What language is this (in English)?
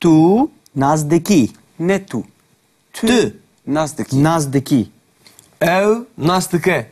Kurdish